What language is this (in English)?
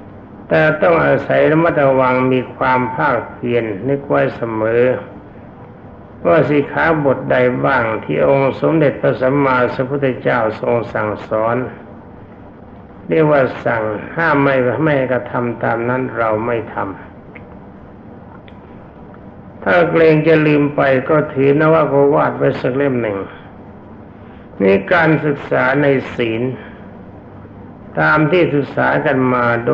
Thai